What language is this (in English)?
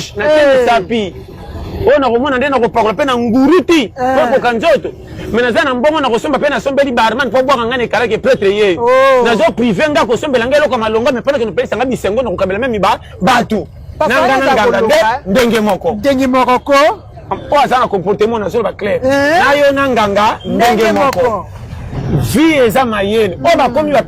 Lingala